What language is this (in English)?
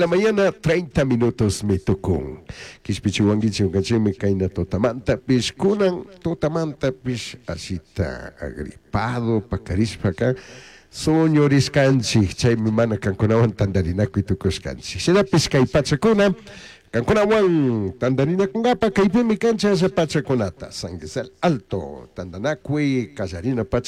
Chimborazo Highland Quichua